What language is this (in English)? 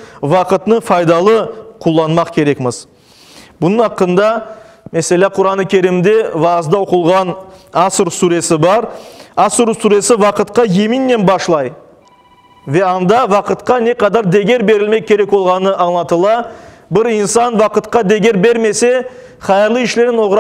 Crimean Tatar